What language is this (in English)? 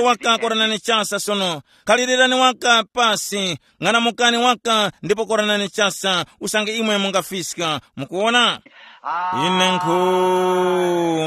Tumbuka